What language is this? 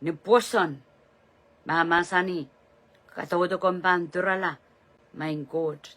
Pohnpeian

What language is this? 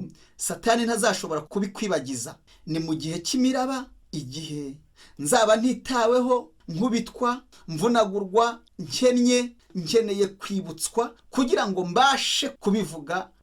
Kinyarwanda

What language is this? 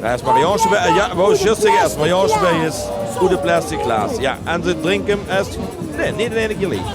Limburgish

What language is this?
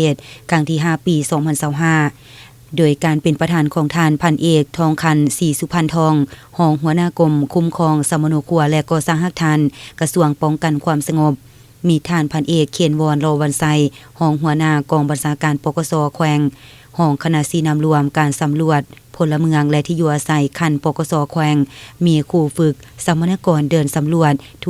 Lao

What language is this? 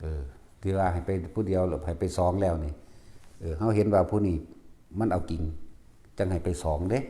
Northeastern Thai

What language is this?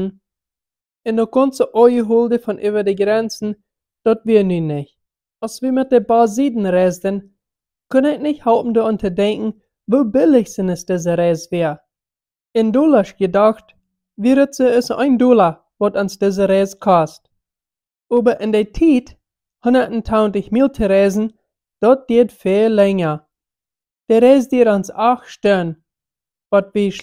Plautdietsch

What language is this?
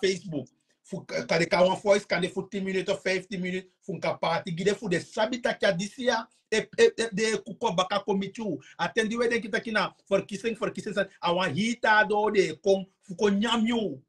Sranan Tongo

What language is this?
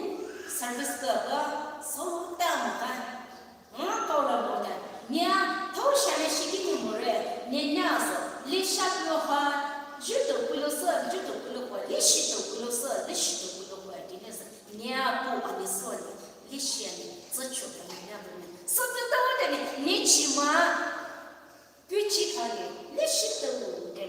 Poumei Naga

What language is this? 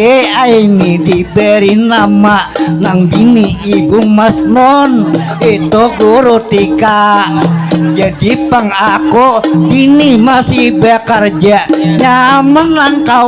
Banjar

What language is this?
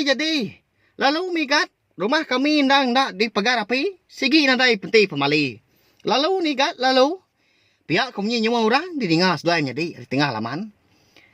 Iban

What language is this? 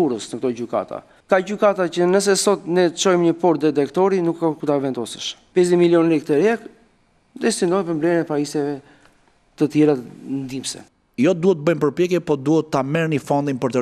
Albanian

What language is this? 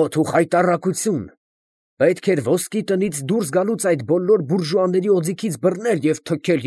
Armenian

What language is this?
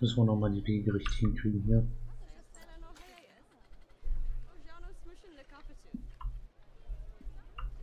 German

